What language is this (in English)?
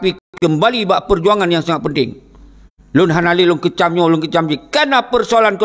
Achinese